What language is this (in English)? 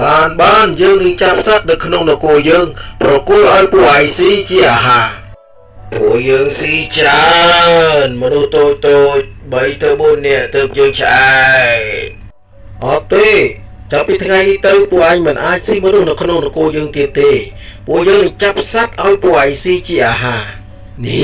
Khmer